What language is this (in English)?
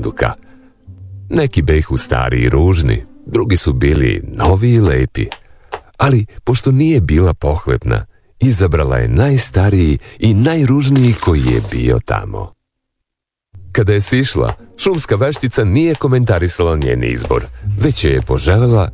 Serbian